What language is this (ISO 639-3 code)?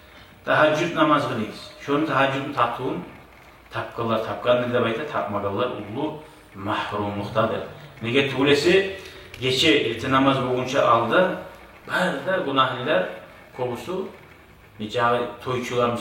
kum